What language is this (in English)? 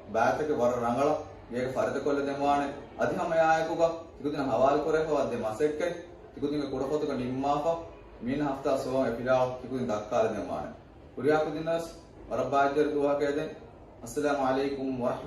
Divehi